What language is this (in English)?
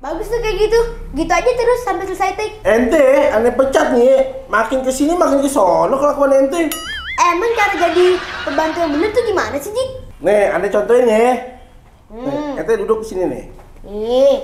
Betawi